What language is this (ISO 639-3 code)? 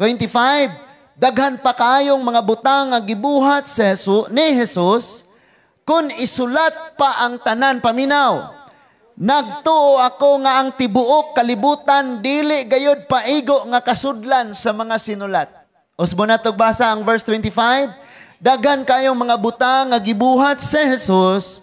ceb